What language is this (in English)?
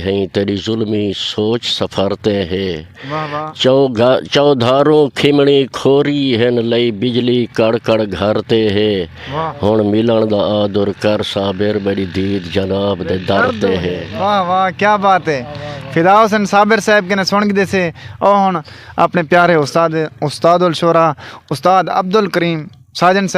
Saraiki